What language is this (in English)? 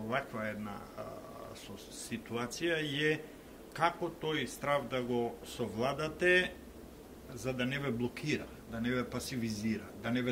Macedonian